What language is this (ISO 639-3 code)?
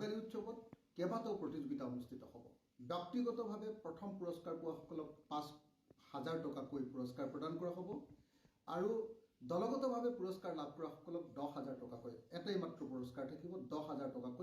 asm